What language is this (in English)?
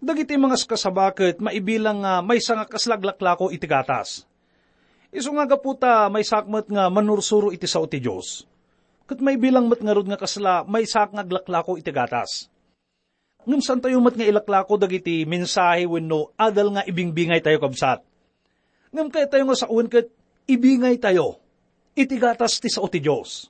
Iloko